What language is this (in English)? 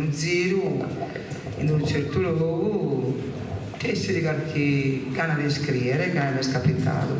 Sardinian